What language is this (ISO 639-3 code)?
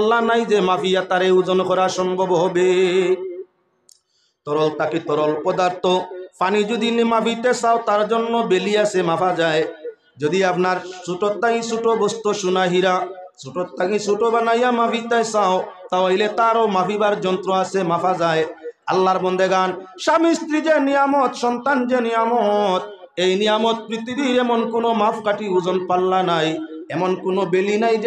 ben